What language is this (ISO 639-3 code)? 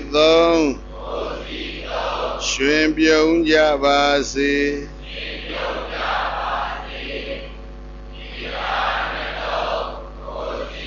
mya